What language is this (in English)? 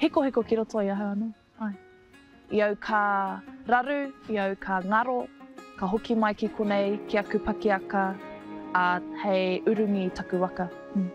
Māori